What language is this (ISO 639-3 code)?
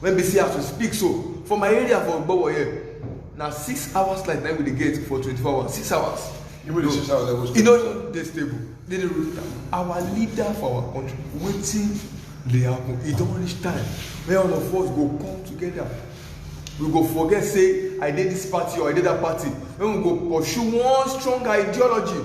pcm